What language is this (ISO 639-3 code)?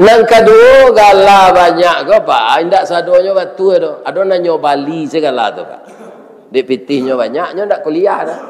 min